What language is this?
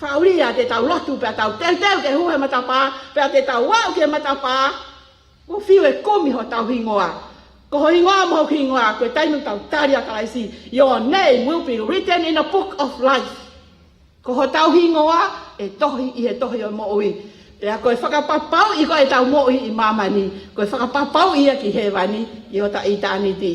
Tongan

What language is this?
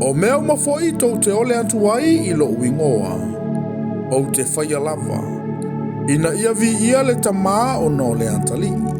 Samoan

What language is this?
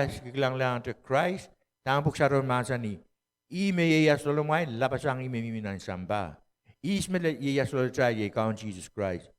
Pohnpeian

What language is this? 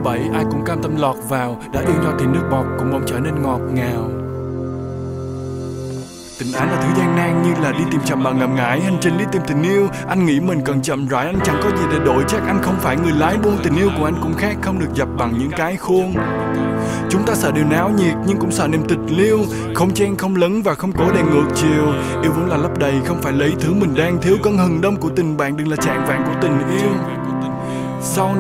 Vietnamese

